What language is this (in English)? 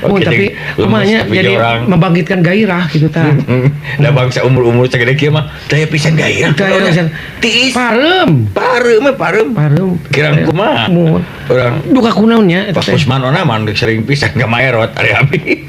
Sundanese